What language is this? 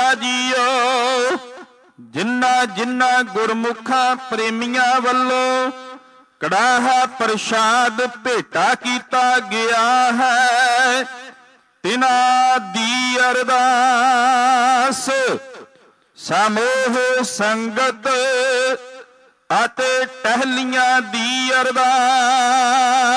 Punjabi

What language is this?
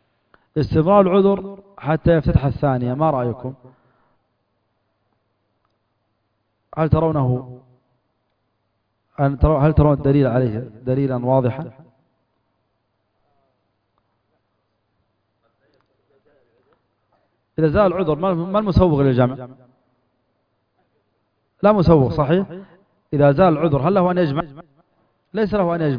Arabic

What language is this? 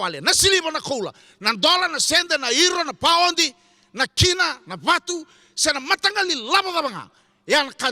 Fijian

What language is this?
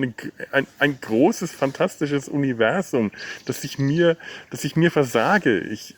German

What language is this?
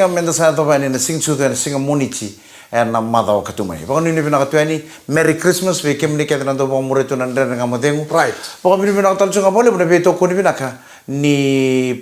Fijian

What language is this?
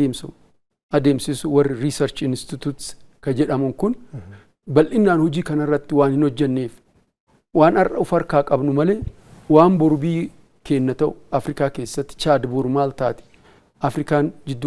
Oromo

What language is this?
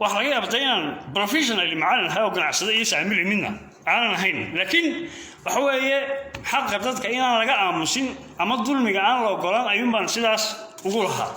Somali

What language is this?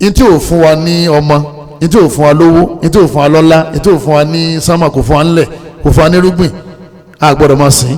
Yoruba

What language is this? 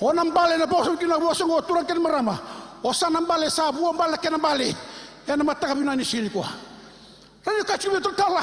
Fijian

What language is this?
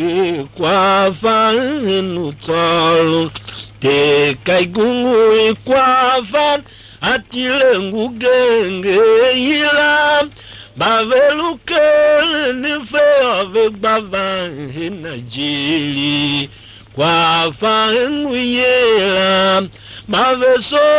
Tiv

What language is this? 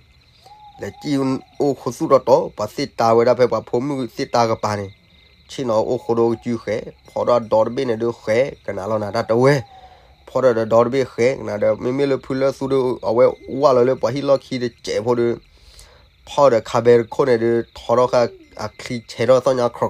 S'gaw Karen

